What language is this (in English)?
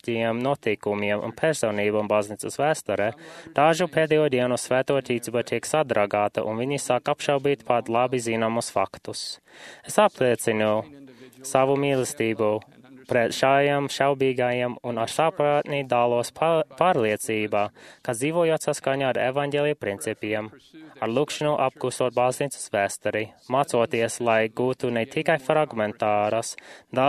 Latvian